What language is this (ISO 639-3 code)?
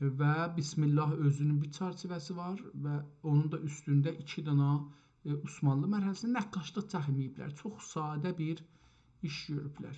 azb